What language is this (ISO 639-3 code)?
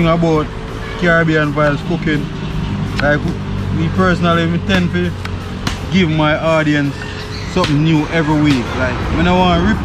jam